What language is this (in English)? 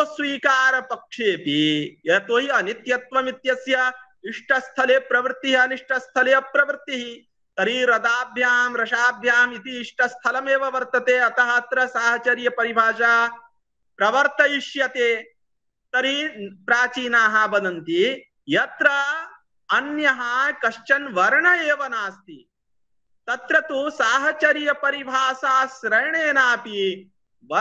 Sanskrit